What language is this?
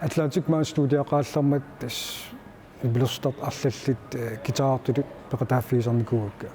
Kalaallisut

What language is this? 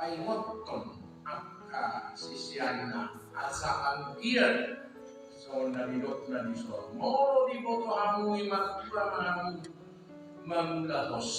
Batak Toba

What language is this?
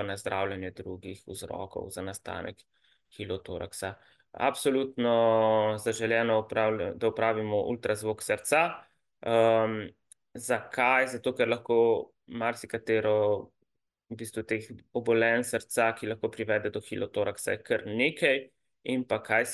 Slovenian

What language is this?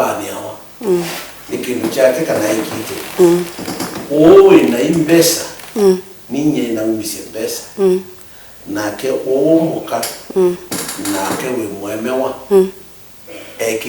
Kamba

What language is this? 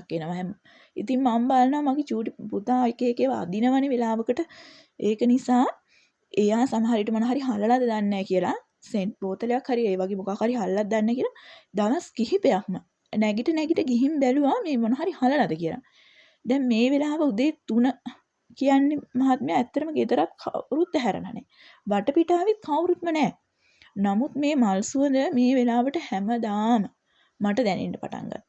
Sinhala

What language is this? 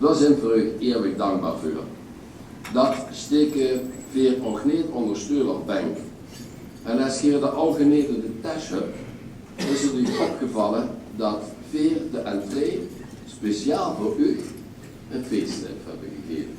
Limburgish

